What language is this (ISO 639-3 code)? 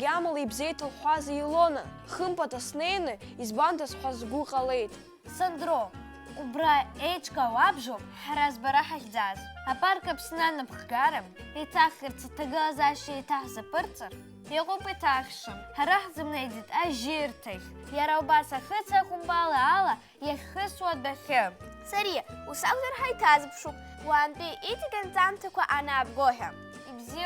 abk